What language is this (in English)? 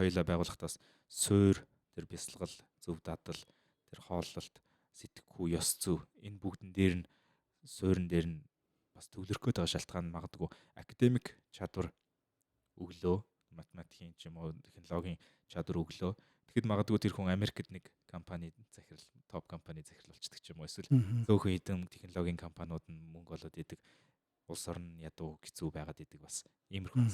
Mongolian